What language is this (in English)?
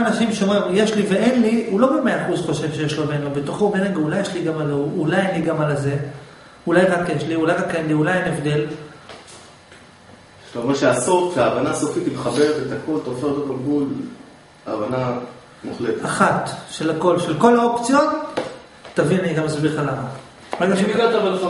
Hebrew